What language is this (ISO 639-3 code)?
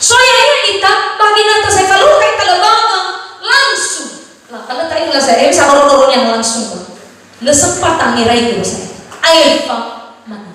nia